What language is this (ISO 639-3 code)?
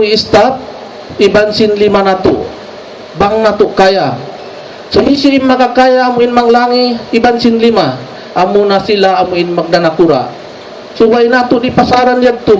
tsg